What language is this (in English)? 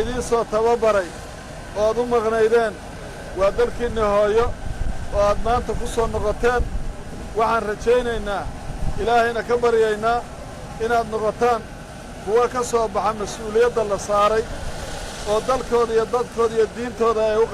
Somali